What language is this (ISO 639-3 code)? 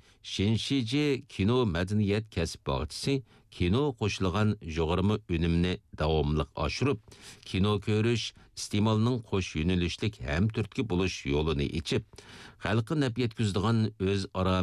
uig